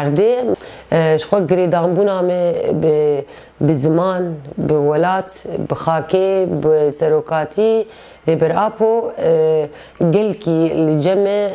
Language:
Kurdish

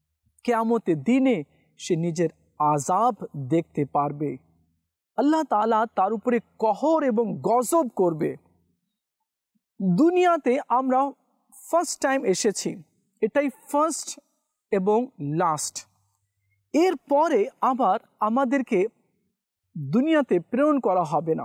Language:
Bangla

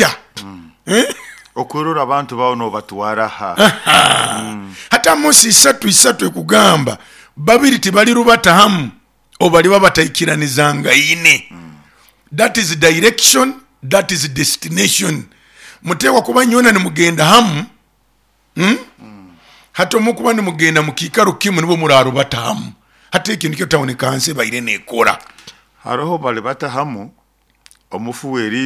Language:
Nyoro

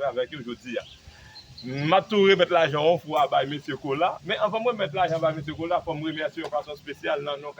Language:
Haitian Creole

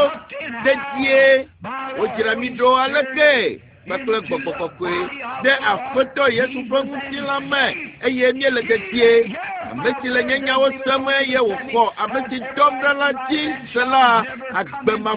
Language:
Ewe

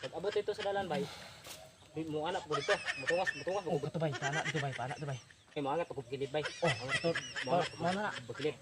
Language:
Cebuano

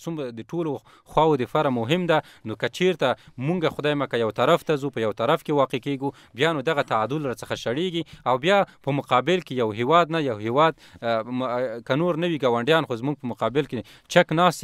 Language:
Pashto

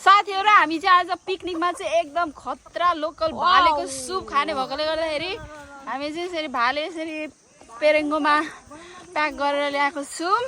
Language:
Nepali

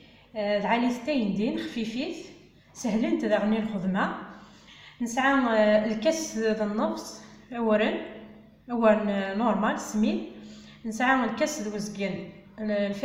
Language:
Kabyle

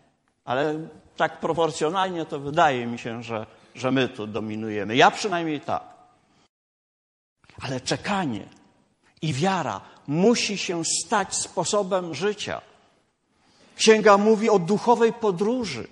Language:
Polish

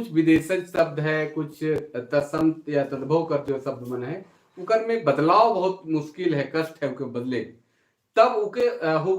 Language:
Sadri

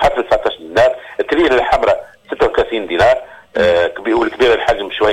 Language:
Tunisian Arabic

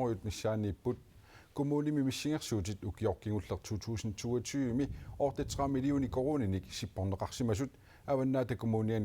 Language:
Kalaallisut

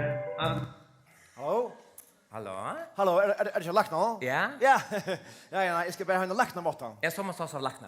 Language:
Faroese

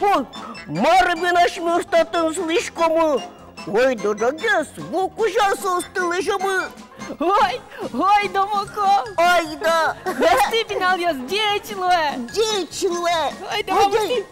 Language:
Udmurt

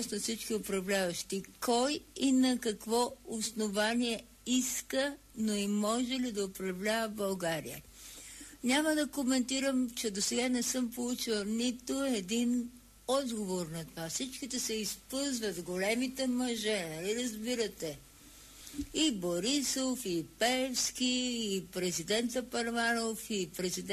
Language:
Bulgarian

